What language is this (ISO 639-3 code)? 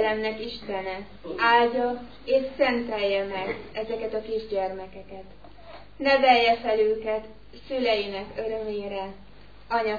hun